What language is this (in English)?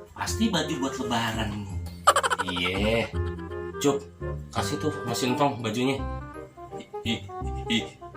Betawi